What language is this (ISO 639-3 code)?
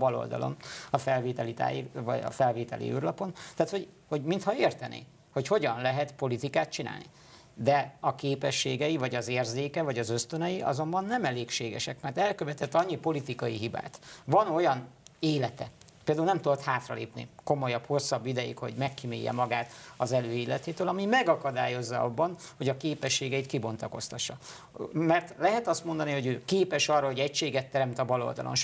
hun